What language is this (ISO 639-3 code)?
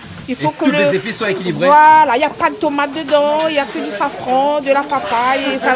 rcf